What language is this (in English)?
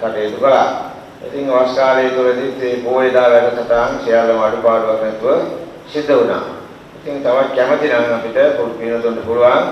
Sinhala